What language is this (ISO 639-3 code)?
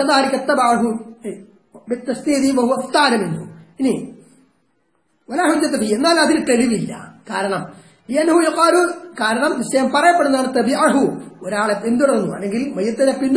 mal